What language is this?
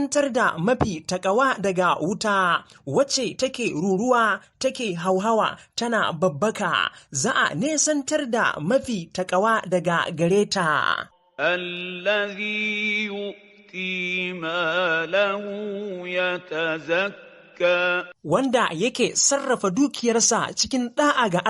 Hausa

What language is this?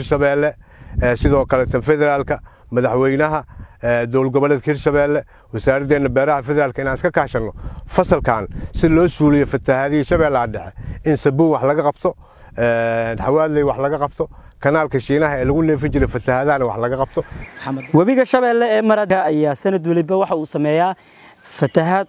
Somali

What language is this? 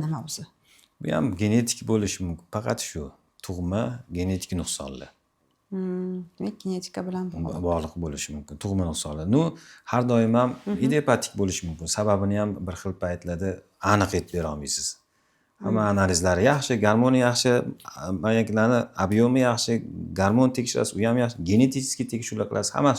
Uzbek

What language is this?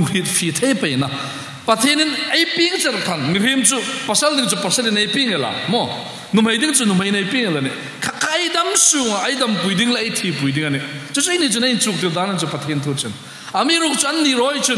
Hmar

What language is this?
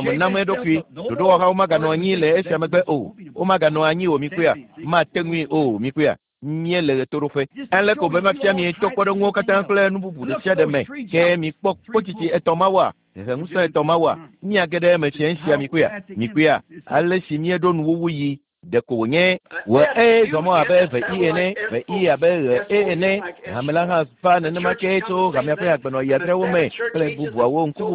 Ewe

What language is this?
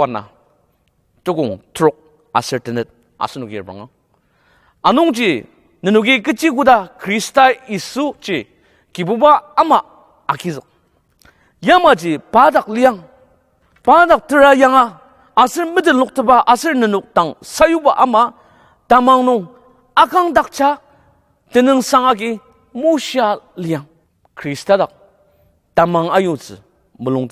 Ao Naga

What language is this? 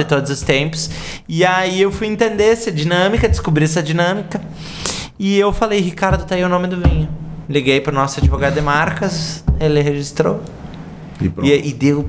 Portuguese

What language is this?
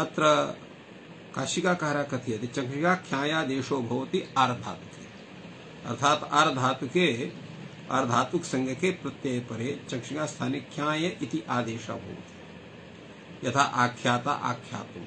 Sanskrit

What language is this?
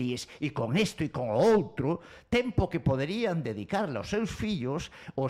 Galician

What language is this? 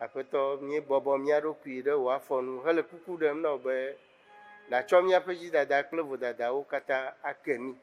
Ewe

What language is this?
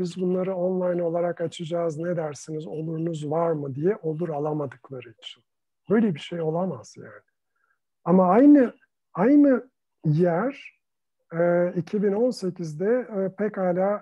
Turkish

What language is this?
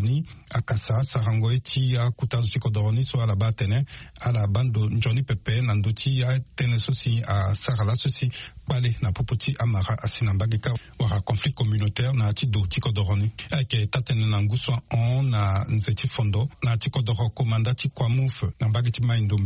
Sango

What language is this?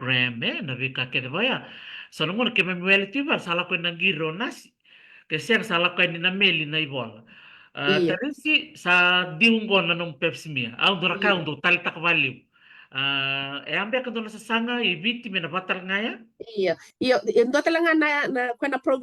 Fijian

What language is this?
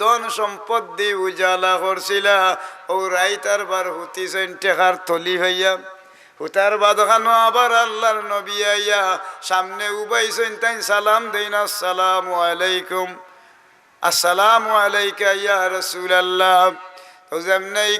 Sylheti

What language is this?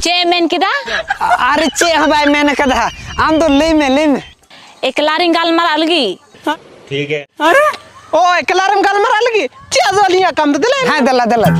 Santali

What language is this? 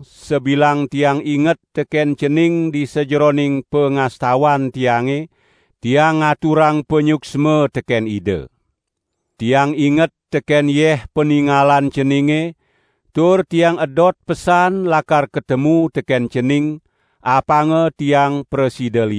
Balinese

